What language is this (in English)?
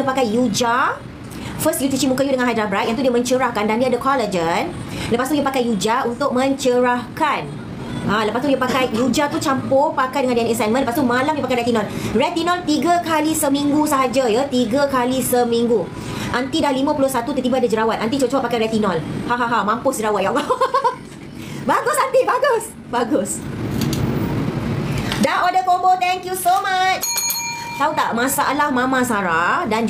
Malay